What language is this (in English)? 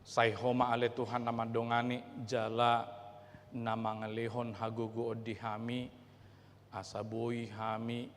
Batak Toba